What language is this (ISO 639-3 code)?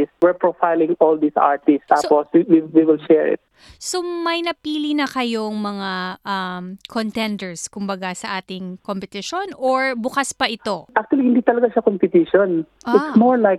fil